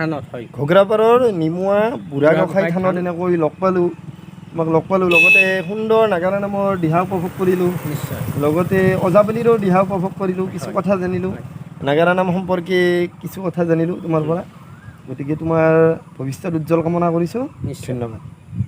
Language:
Assamese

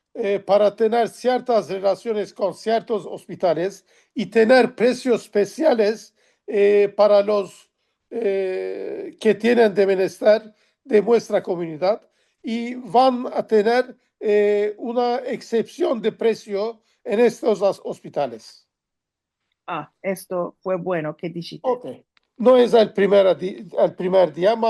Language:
Ladino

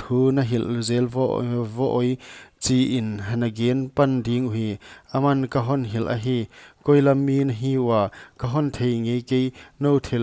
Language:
Paite Chin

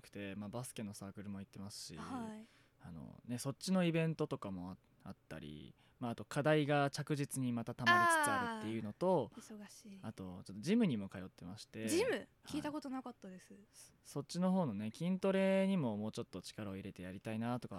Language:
Japanese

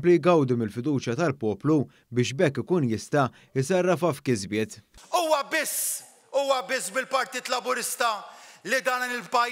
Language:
Maltese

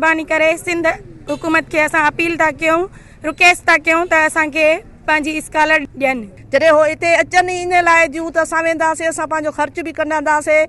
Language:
Sindhi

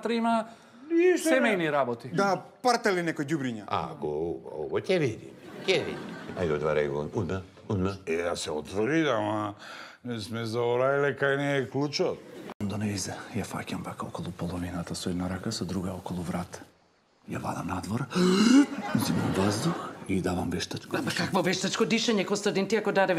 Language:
Macedonian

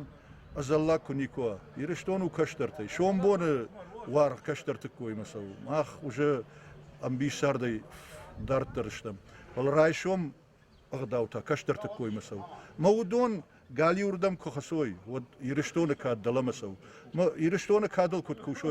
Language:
Ossetic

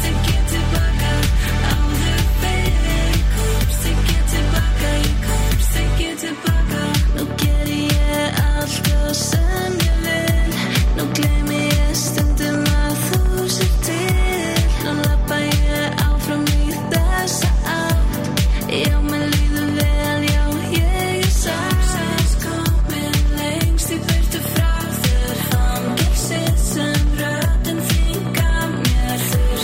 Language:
Icelandic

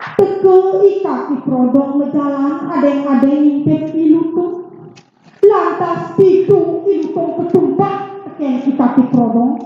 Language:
Balinese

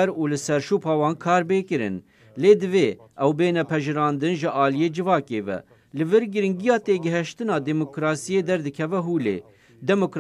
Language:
Kurdish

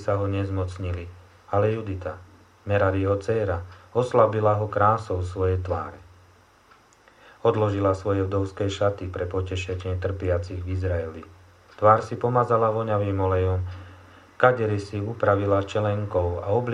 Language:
Slovak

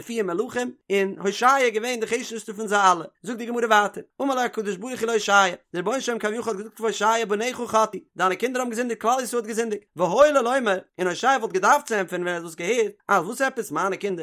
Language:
Yiddish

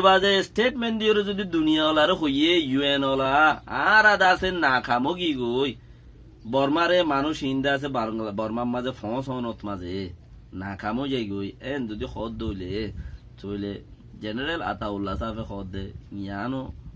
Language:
Rohingya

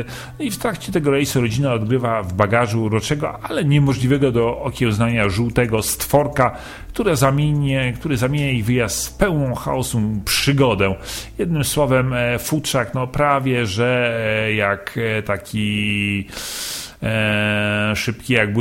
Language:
Polish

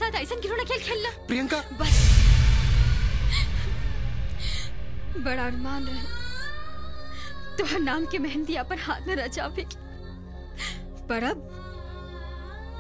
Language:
Bhojpuri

